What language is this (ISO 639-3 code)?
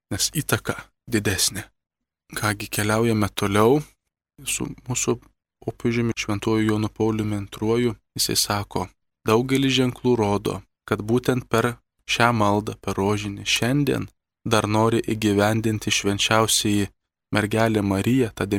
lit